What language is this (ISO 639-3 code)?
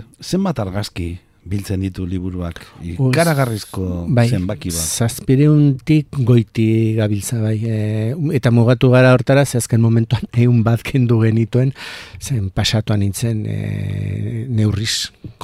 eus